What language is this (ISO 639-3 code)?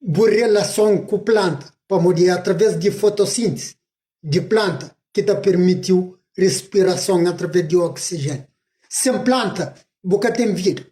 kea